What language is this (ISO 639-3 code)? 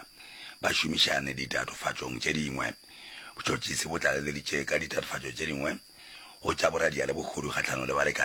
nso